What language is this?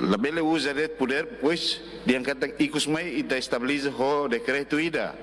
Tetum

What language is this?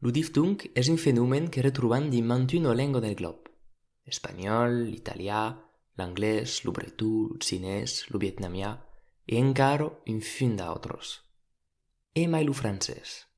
Occitan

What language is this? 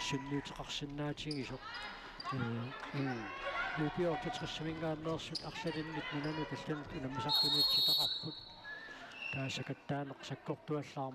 Kalaallisut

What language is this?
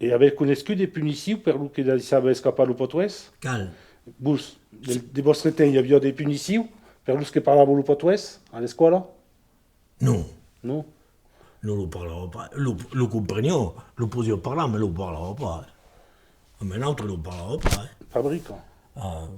Occitan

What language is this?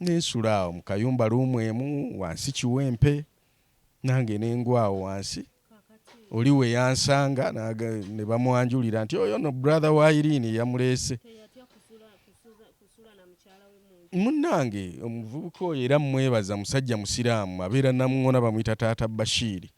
Ganda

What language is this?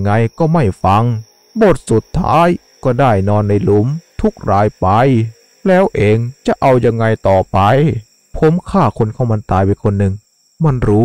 Thai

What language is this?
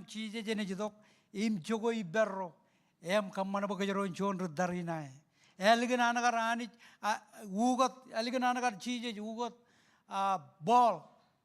Marshallese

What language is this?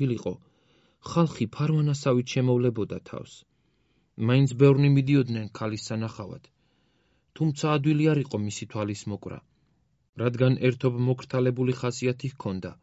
Georgian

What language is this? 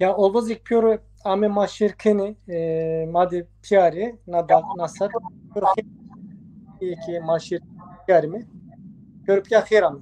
Zaza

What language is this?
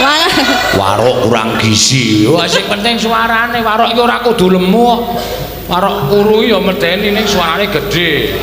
Javanese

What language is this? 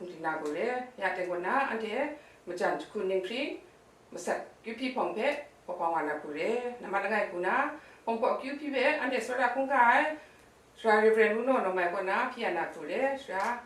Kachin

